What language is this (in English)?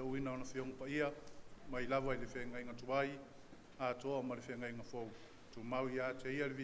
Samoan